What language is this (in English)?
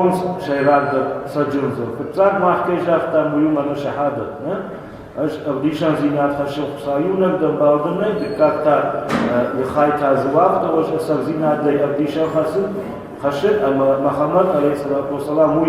Ossetic